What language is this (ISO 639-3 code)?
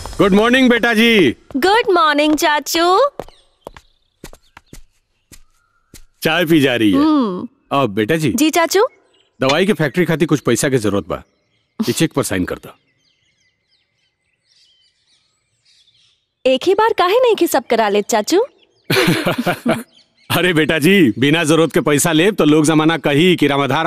bho